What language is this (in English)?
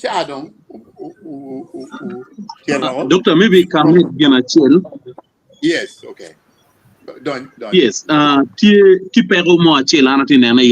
Acoli